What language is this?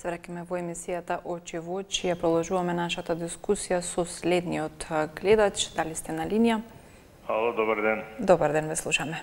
Macedonian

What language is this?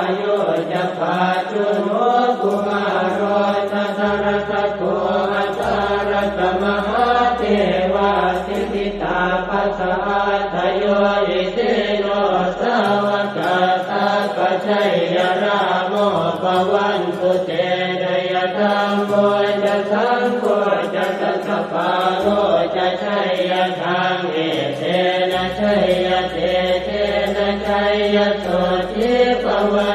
Pali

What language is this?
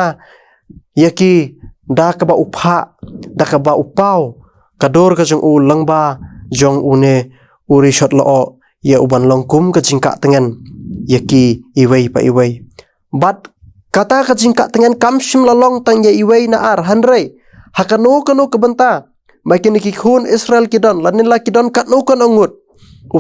Khasi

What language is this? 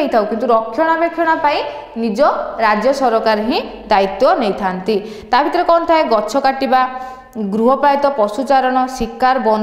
Odia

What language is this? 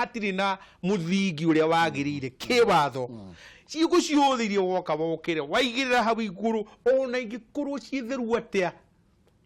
Kikuyu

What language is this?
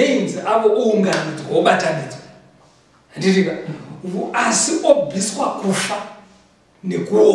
Shona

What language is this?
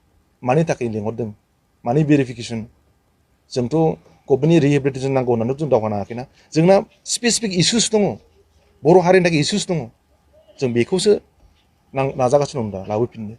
Bodo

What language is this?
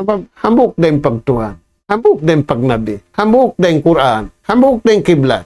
Tausug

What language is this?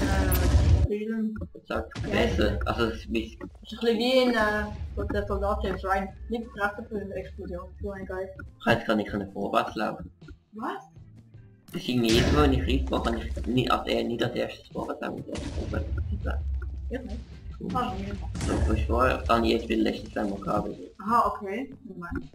Swiss German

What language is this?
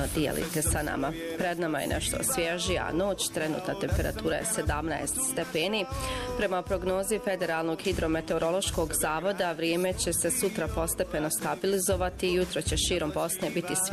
Bosnian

